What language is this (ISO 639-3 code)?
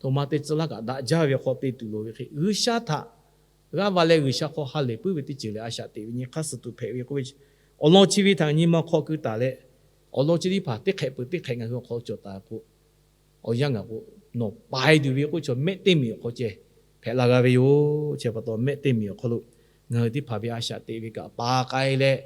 lhu